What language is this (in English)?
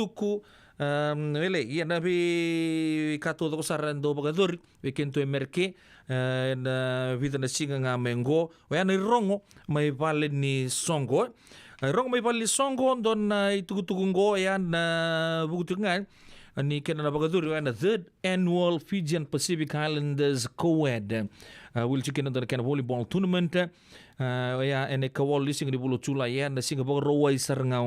Fijian